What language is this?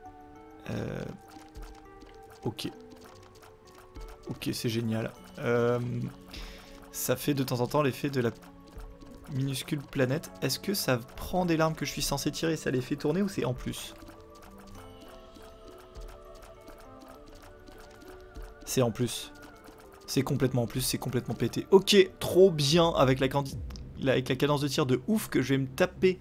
French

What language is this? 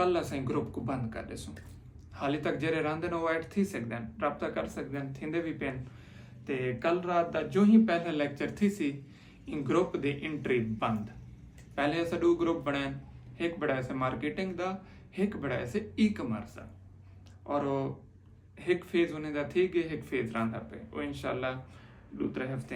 Saraiki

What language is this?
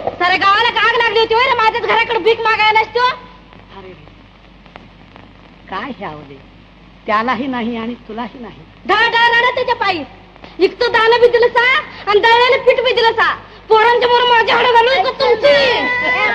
Marathi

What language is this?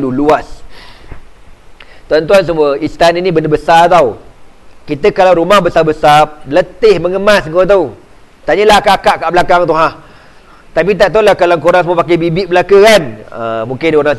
Malay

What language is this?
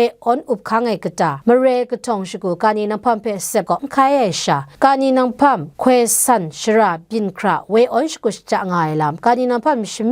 Kachin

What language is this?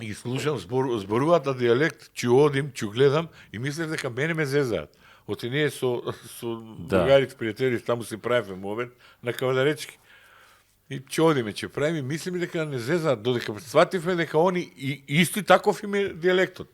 Macedonian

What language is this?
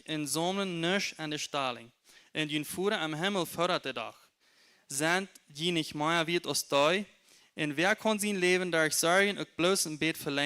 Plautdietsch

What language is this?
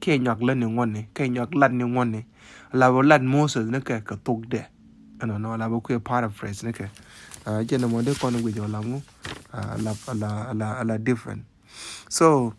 Nuer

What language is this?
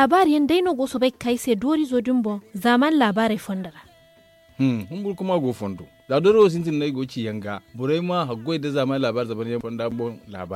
Zarma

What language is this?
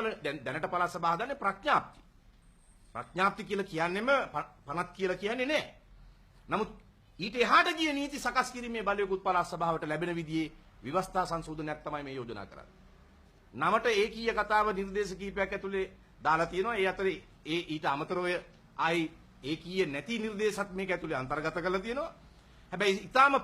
Sinhala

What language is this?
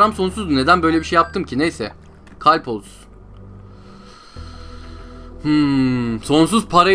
Turkish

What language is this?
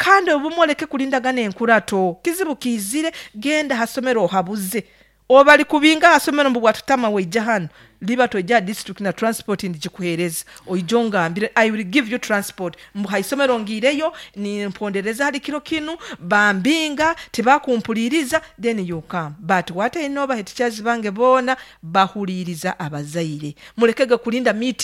Nyoro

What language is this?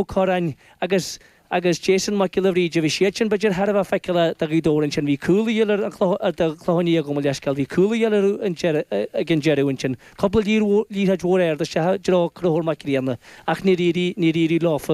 Irish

